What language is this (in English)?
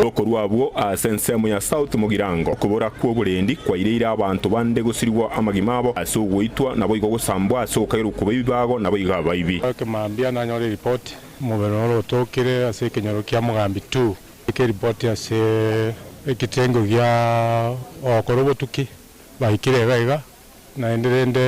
Gusii